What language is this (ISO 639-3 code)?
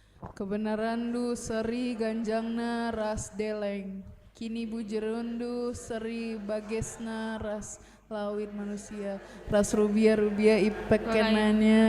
btx